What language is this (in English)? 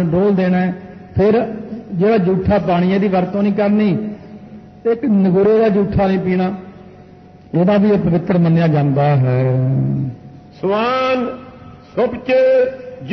Punjabi